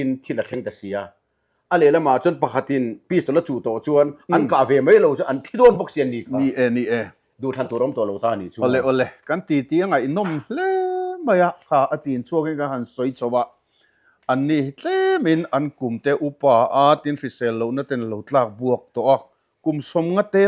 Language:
Mizo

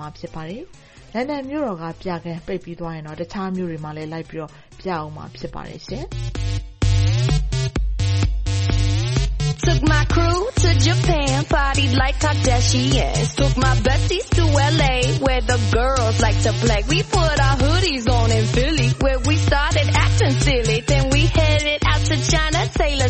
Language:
Burmese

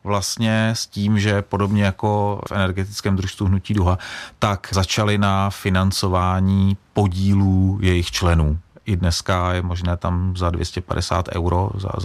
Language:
Czech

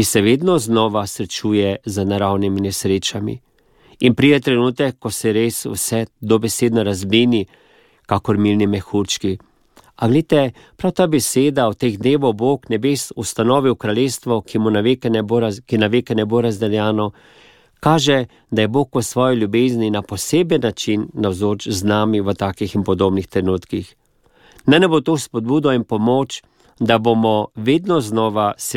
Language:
Slovenian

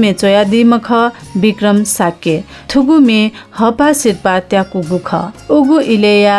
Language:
Newari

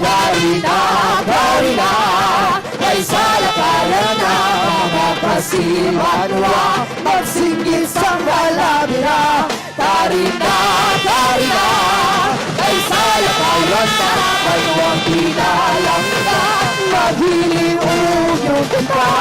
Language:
Hiligaynon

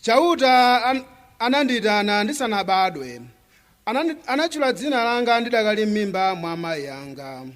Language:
Nyanja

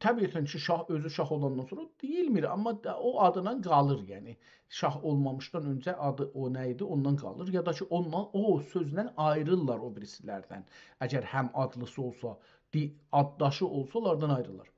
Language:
South Azerbaijani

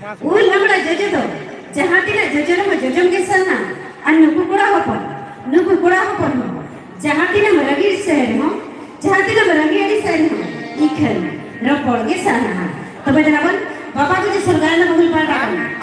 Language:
Santali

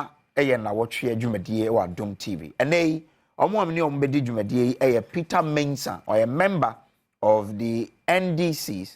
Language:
Akan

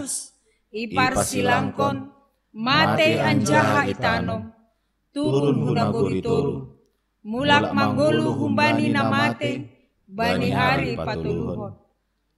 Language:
Batak Simalungun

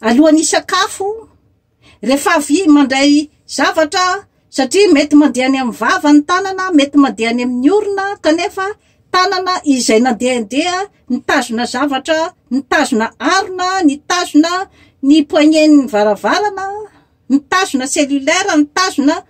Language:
Malagasy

